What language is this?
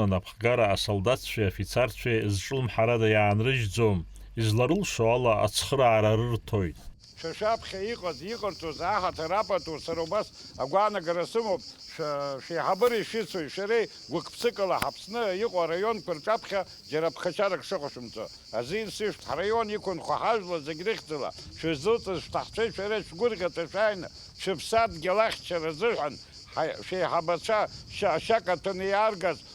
Abkhazian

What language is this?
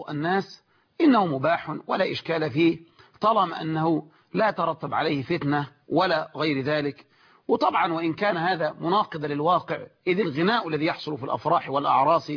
Arabic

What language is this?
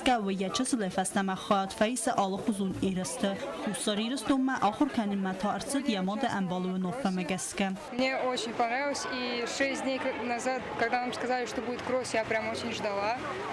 Ossetic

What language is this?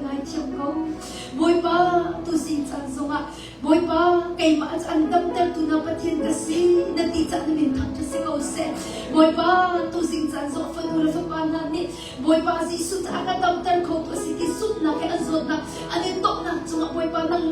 Hakha Chin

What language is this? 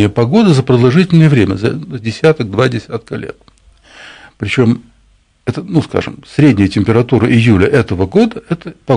Russian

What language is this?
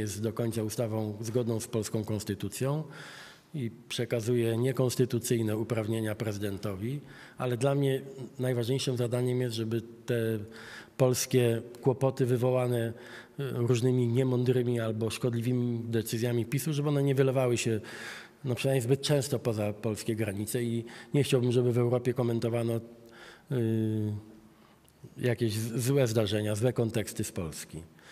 Polish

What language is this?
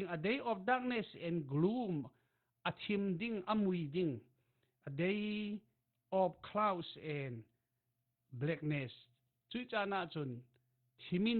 Falam Chin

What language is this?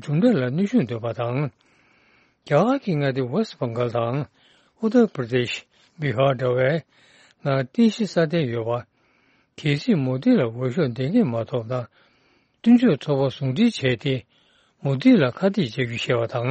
Tibetan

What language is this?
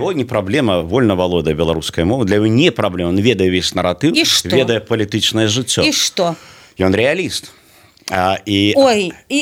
Belarusian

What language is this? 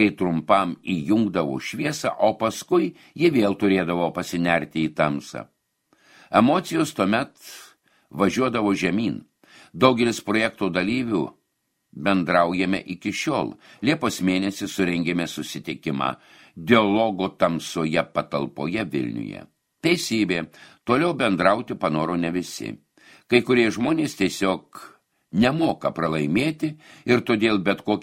Lithuanian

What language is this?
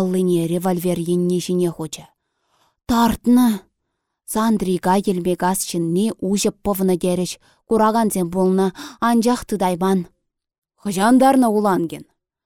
Chuvash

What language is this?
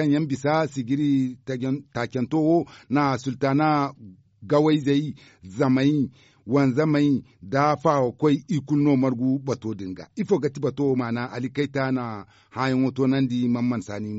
Zarma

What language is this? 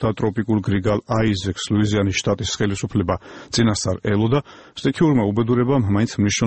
Georgian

